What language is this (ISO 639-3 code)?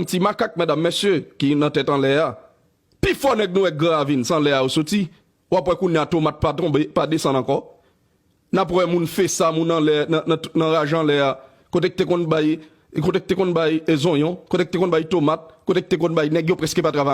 hat